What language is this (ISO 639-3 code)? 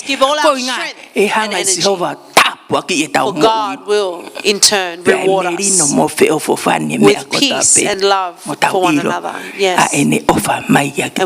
ton